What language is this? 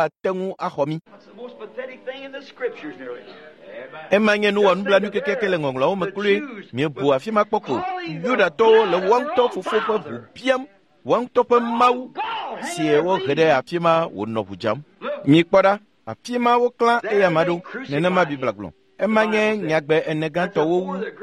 Ewe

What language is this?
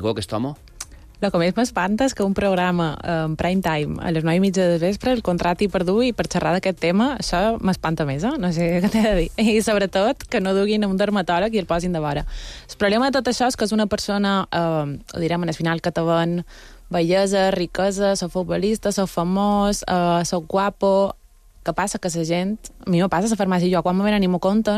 Catalan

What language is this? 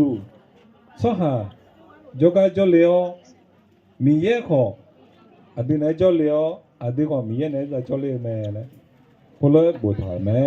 Akha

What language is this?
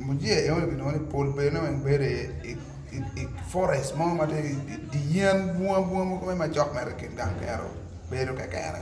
Acoli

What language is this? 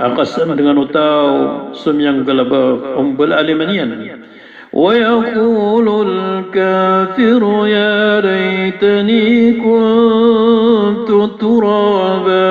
Maranao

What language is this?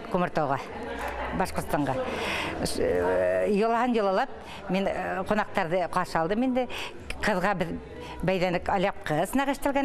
Bashkir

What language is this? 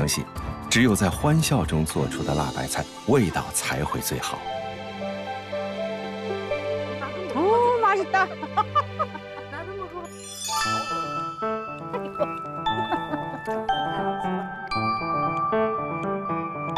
Chinese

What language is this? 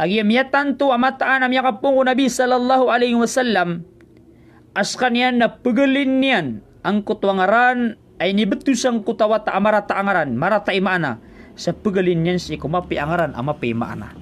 Maranao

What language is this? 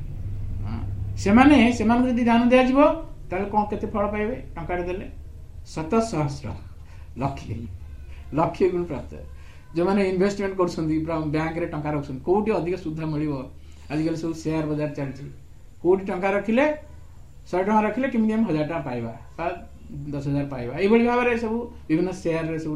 Odia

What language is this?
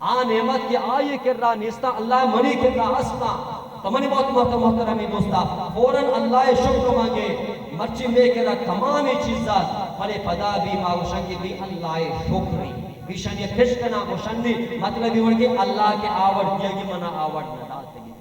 Baluchi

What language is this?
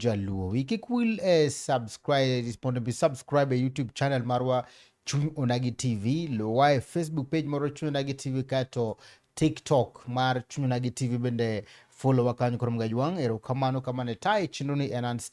Luo (Kenya and Tanzania)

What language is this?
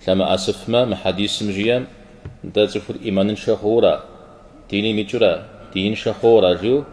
Kabardian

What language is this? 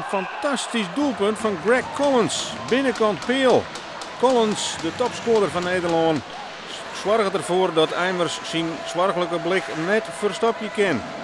Western Frisian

